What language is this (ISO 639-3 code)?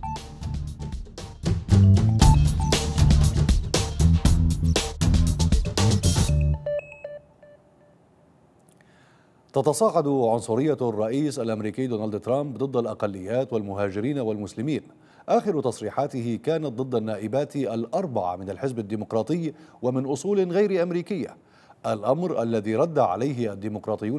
ara